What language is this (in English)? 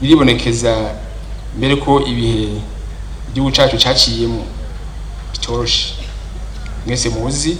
Rundi